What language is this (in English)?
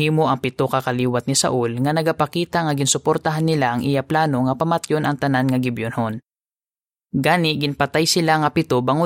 Hiligaynon